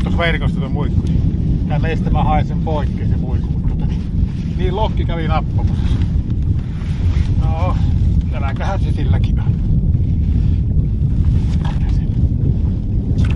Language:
Finnish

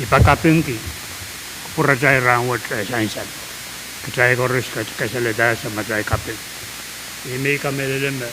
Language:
Pohnpeian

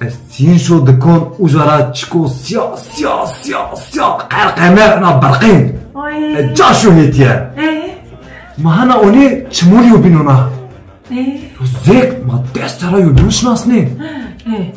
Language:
Zaza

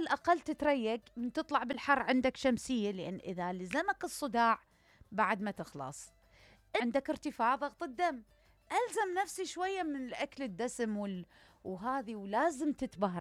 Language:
Mesopotamian Arabic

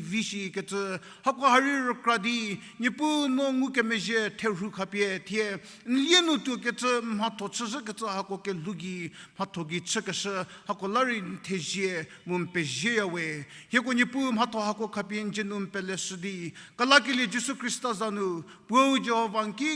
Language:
Angami Naga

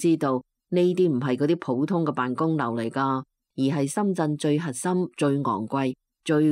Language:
Cantonese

